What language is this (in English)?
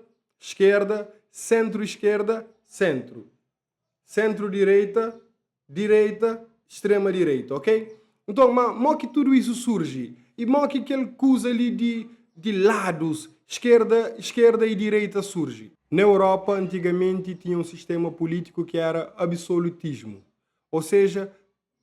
Kabuverdianu